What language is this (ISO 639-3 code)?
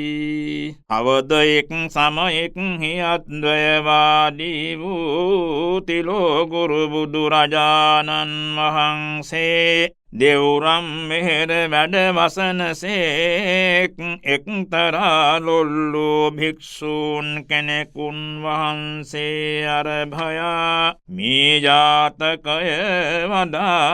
sin